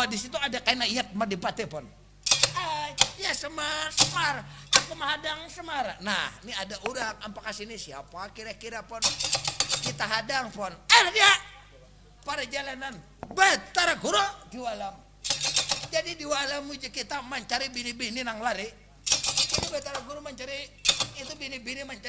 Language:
Banjar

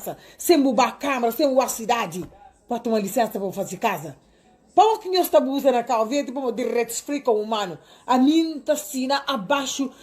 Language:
Kabuverdianu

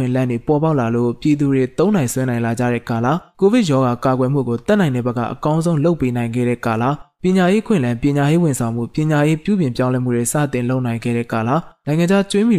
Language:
Burmese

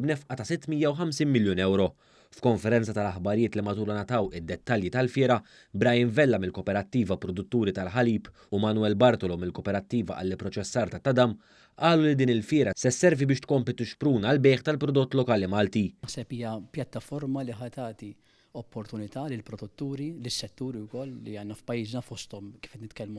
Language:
Maltese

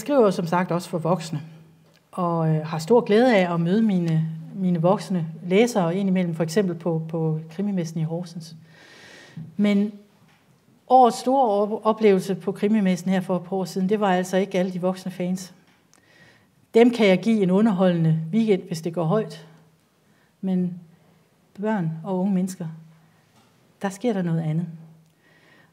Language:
Danish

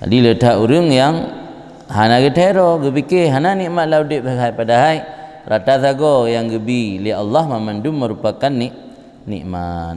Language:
Achinese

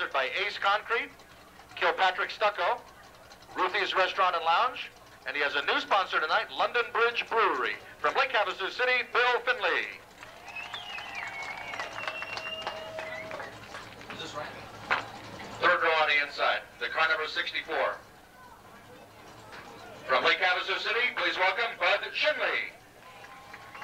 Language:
English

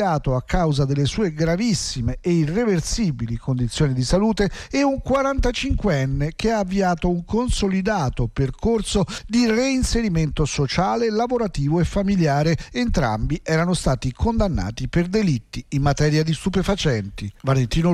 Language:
Italian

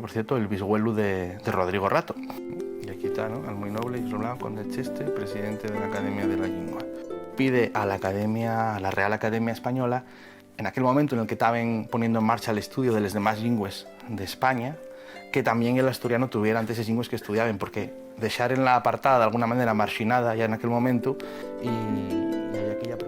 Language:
Asturian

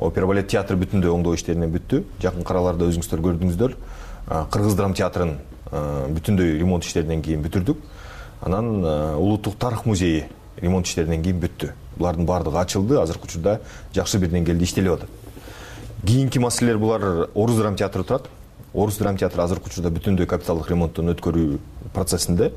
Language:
Kyrgyz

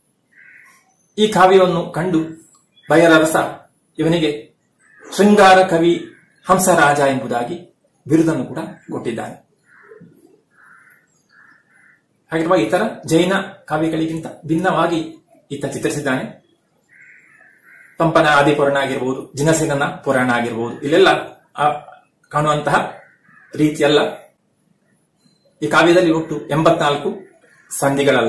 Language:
Kannada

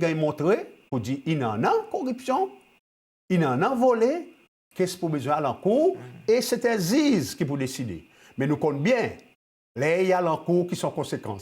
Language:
Seselwa Creole French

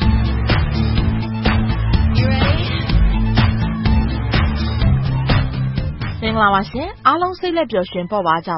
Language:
Burmese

